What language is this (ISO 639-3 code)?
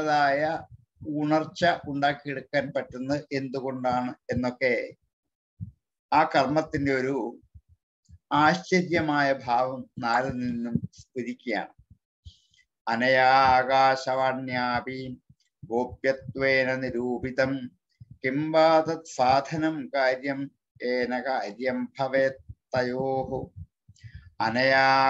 mal